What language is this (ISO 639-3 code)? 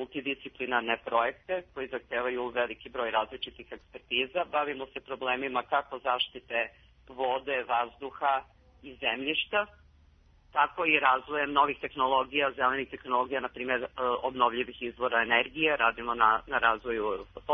srp